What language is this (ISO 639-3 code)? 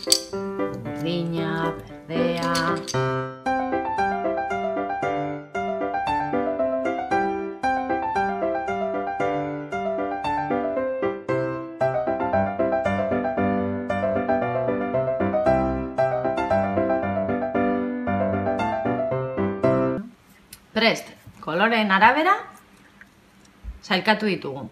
eus